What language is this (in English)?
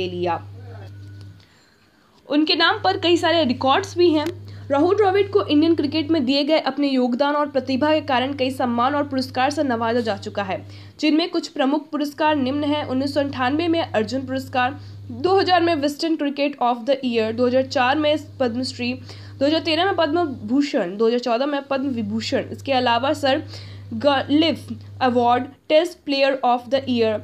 Hindi